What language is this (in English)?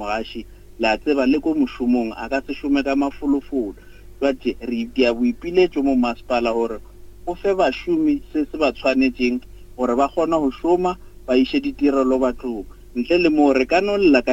Northern Sotho